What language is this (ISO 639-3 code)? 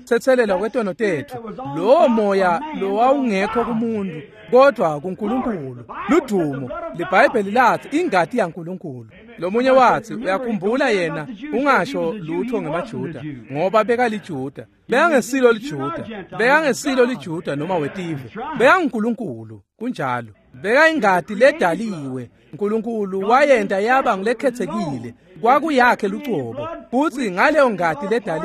ssw